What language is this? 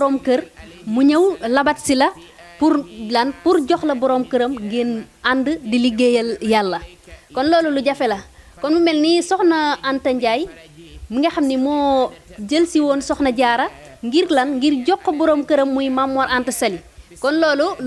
Wolof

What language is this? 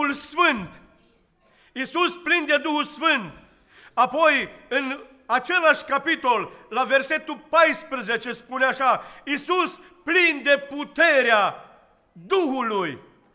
Romanian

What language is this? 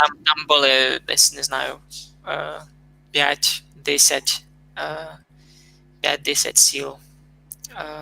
Rusyn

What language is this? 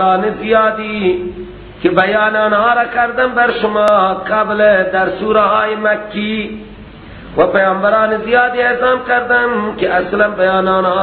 Persian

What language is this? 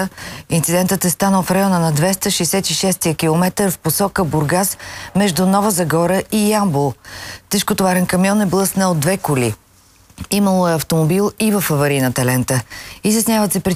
Bulgarian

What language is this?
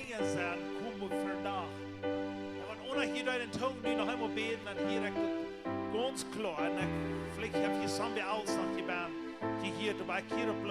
Plautdietsch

